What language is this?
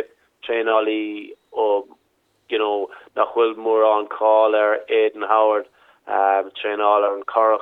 Irish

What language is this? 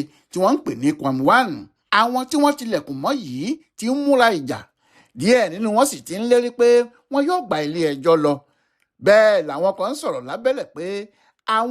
Yoruba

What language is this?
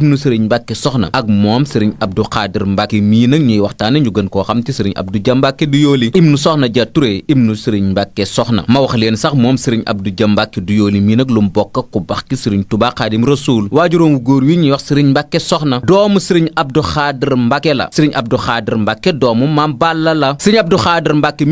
Wolof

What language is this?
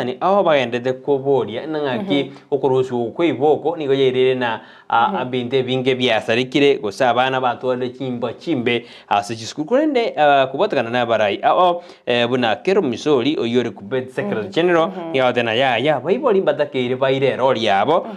Gusii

